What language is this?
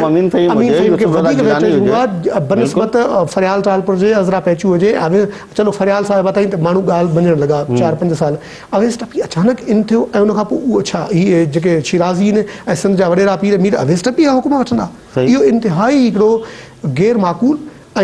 Sindhi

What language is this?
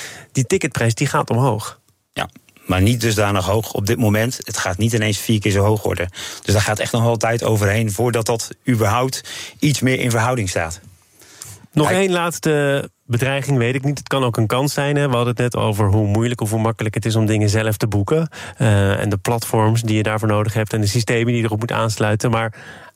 Dutch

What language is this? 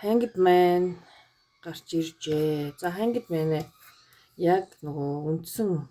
Mongolian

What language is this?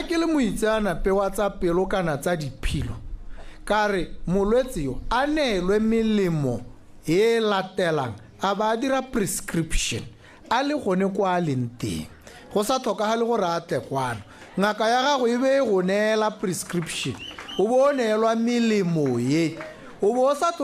Tswana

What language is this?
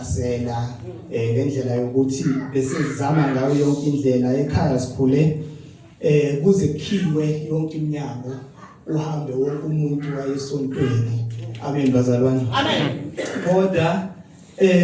Zulu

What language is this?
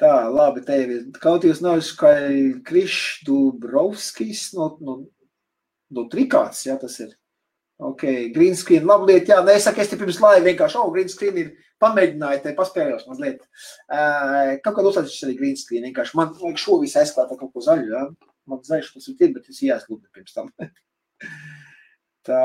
Latvian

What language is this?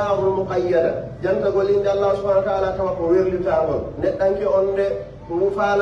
Pular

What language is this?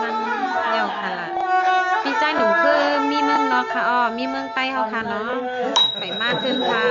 Shan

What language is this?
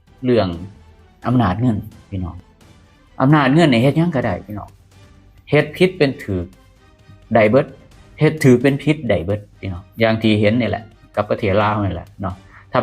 Lao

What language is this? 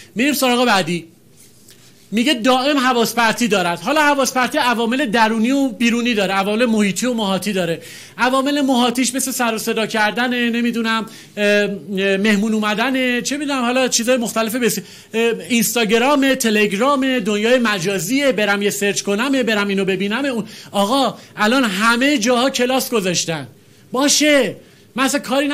Persian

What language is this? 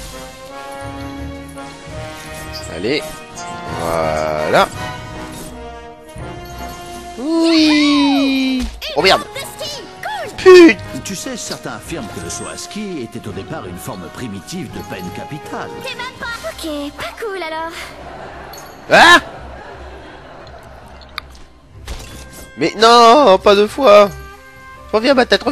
French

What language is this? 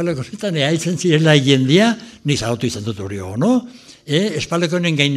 Basque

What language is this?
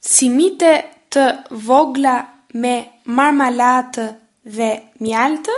Albanian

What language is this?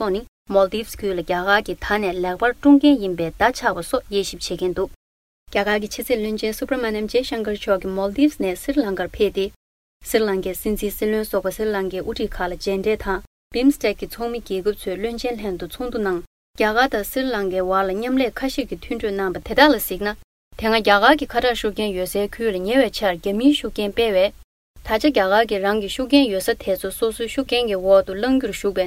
Tibetan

